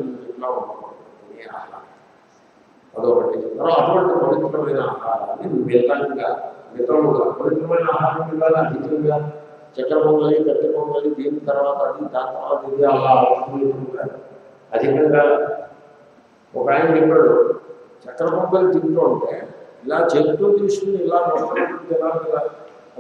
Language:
Telugu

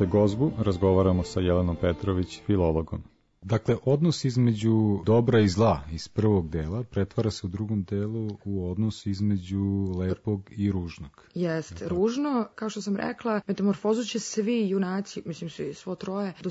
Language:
Serbian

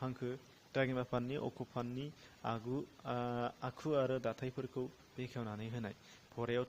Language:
Bodo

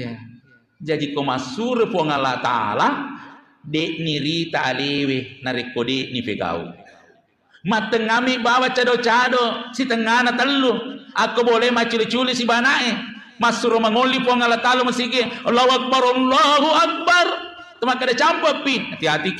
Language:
Buginese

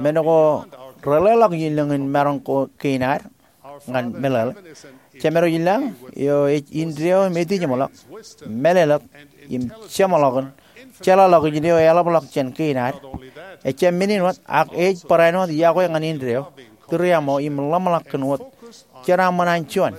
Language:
Marshallese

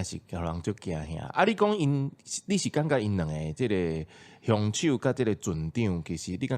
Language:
Min Nan Chinese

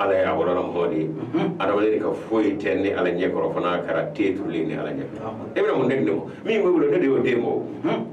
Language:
Bambara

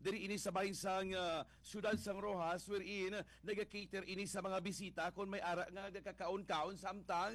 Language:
Hiligaynon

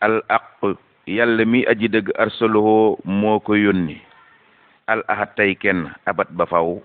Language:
Wolof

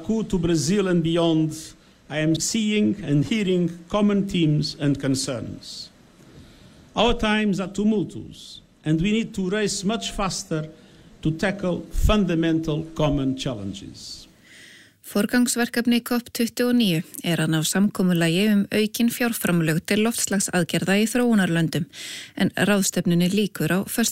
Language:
Icelandic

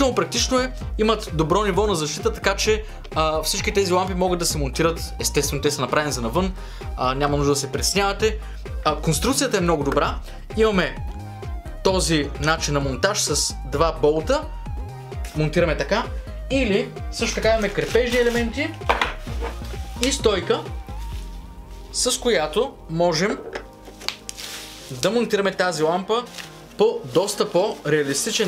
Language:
Bulgarian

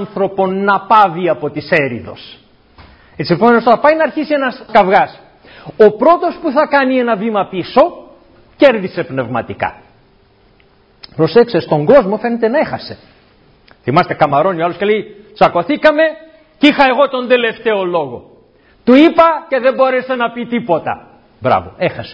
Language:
Greek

